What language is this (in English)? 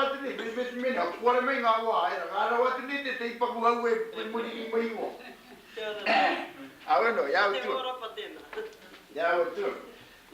Māori